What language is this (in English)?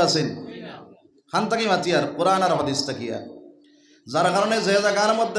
Sylheti